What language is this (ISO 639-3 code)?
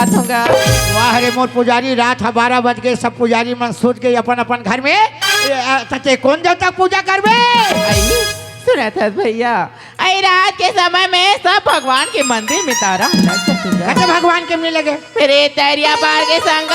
hne